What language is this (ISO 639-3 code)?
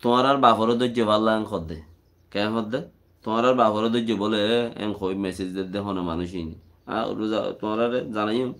rhg